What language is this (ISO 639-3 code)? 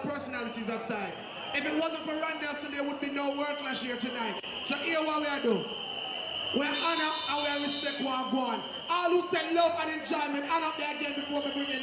jam